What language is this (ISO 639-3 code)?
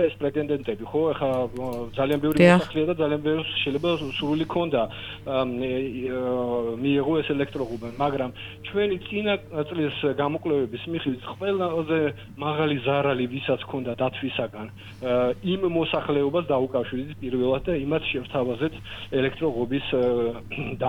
kat